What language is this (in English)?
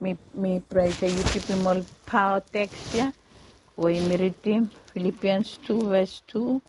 Bislama